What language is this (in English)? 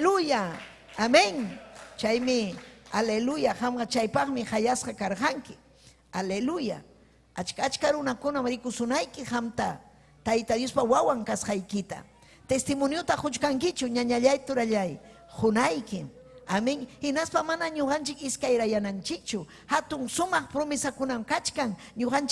Ayacucho Quechua